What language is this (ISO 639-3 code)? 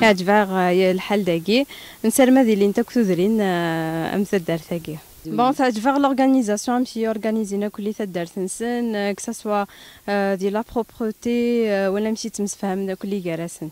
kab